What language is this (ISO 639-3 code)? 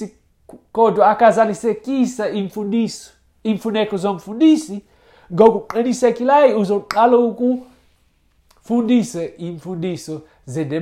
xho